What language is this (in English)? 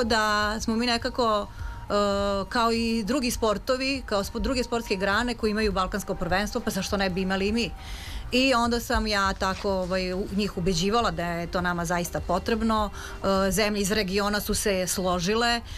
Serbian